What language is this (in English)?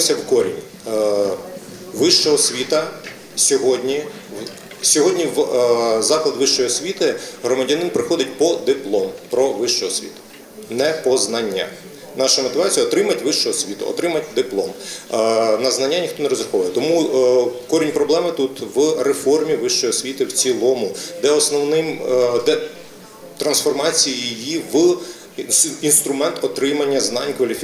Ukrainian